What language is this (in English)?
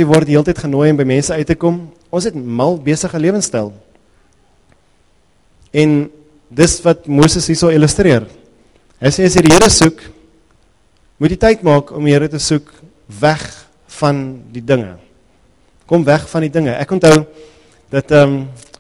Afrikaans